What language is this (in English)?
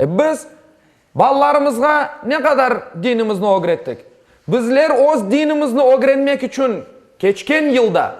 Crimean Tatar